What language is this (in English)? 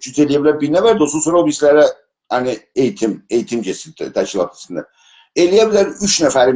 South Azerbaijani